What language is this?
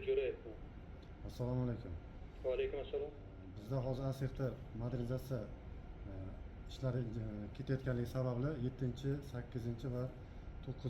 Uzbek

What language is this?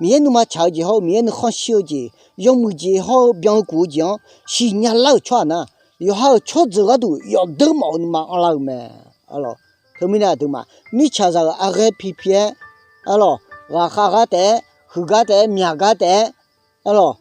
Akha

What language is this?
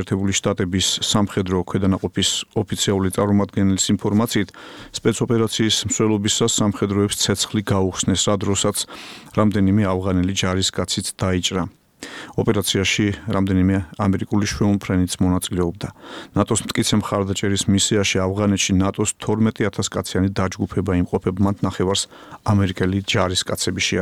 Georgian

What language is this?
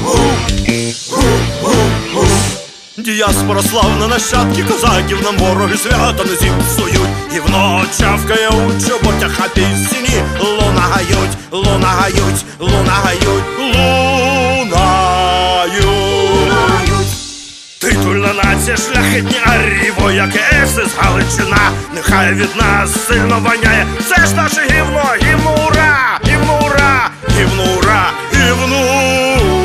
Ukrainian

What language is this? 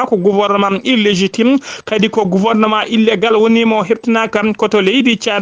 Fula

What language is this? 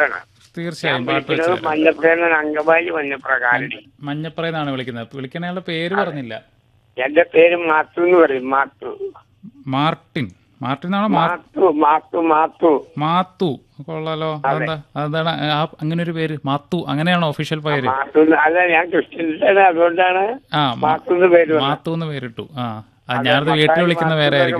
Malayalam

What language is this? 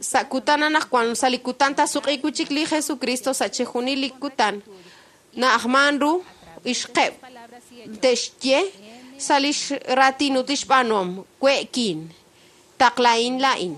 Kekchí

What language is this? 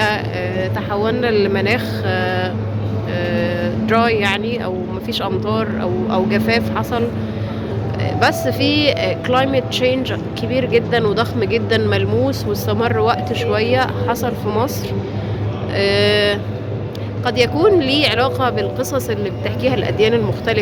Egyptian Arabic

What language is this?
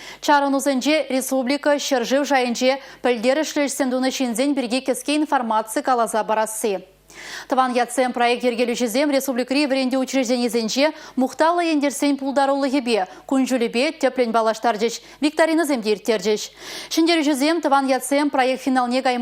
Chuvash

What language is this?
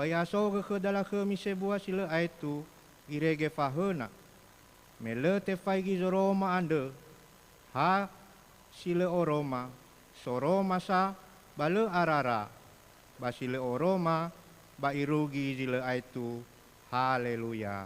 Nias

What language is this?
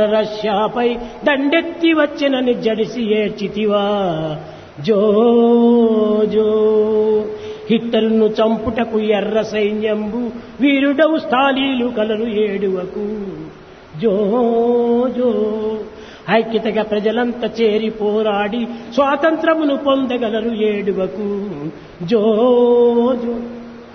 Telugu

